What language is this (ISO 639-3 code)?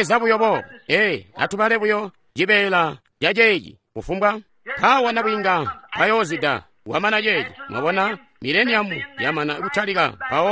toi